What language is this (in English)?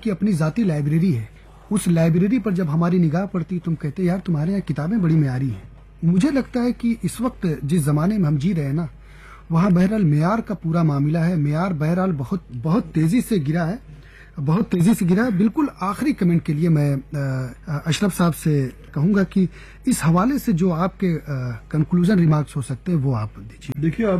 Urdu